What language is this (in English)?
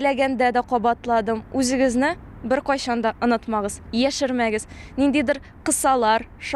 Tatar